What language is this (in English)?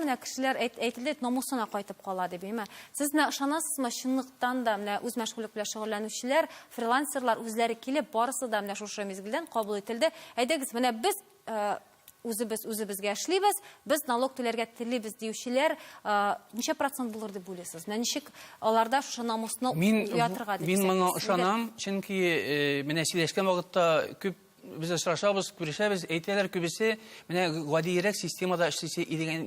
Tatar